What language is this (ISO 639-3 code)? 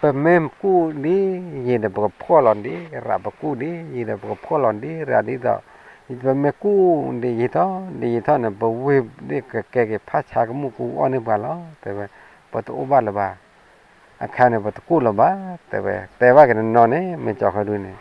ksw